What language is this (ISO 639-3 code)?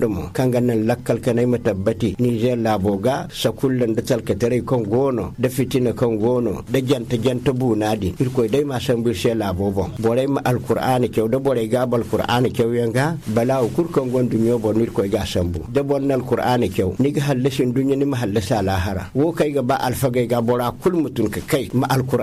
dje